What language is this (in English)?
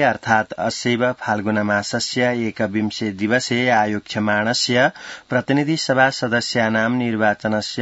Sanskrit